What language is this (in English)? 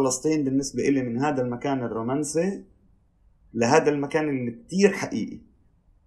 North Levantine Arabic